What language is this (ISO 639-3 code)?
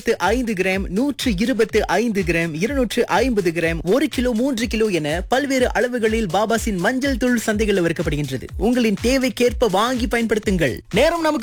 tam